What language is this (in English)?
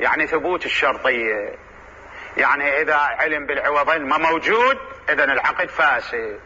Mesopotamian Arabic